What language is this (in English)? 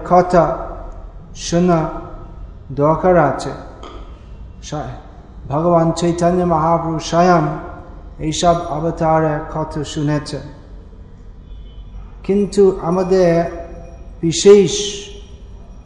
Bangla